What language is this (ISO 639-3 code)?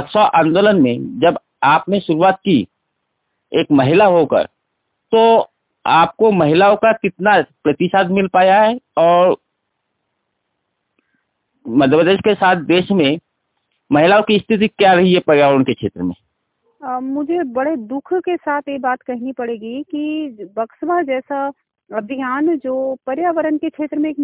hin